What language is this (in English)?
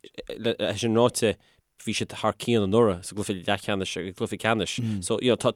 Irish